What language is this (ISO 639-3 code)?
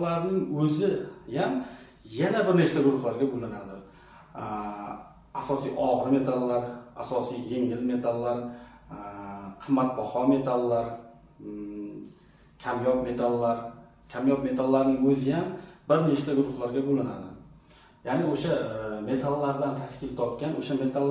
uzb